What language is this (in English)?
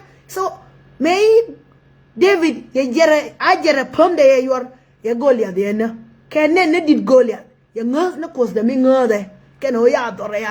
Nuer